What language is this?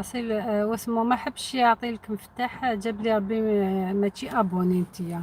Algerian Arabic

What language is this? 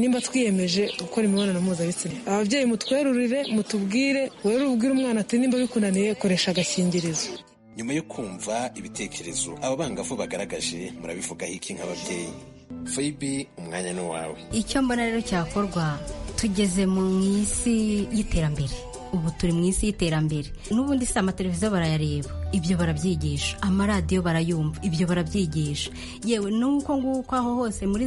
Kinyarwanda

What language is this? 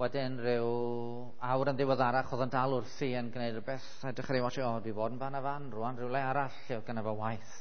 Welsh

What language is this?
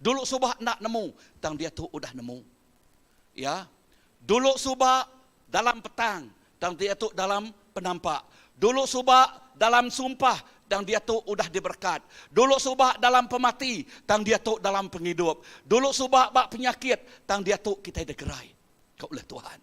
Iban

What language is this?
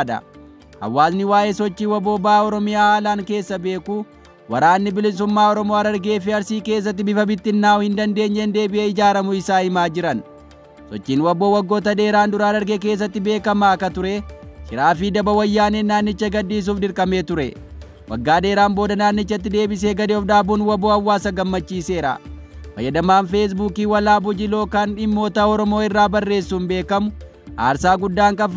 Oromo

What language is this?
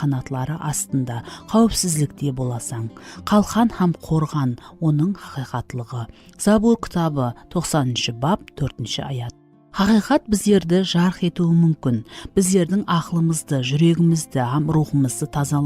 Kara-Kalpak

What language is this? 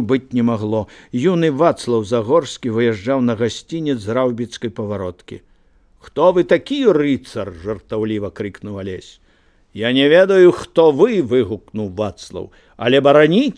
Belarusian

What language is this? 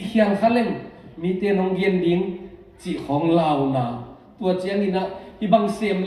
Tedim Chin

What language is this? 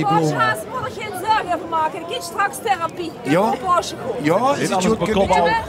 Limburgish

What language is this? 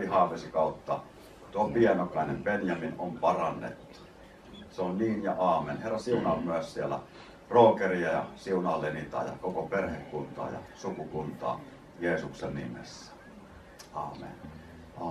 Finnish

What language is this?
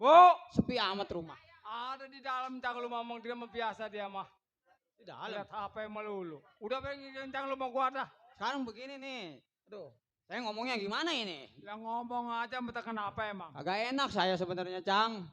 Betawi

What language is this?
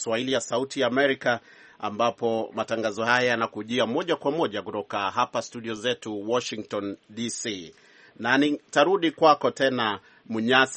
Swahili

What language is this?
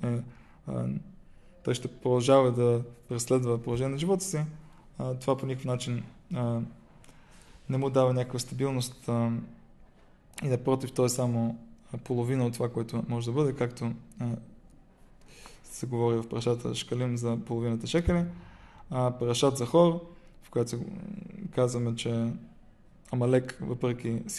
Bulgarian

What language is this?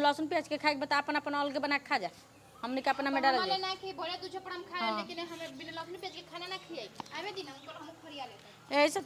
Bhojpuri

